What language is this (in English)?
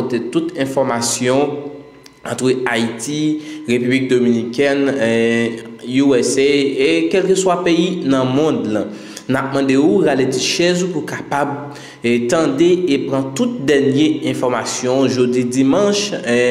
Haitian Creole